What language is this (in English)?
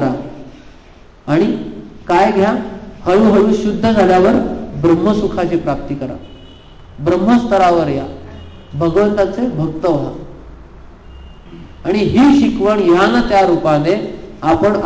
Marathi